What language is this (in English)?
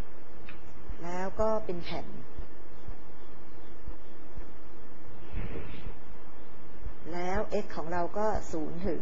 Thai